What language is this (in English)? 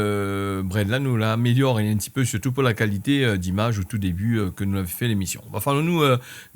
Réunion Creole French